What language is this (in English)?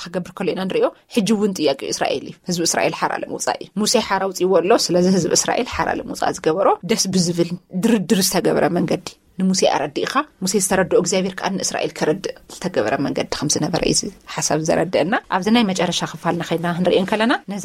Tigrinya